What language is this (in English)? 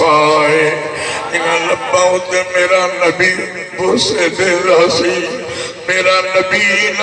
Saraiki